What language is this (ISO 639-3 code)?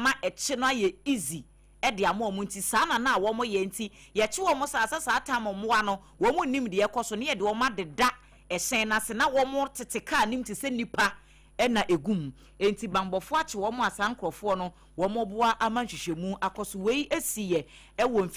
aka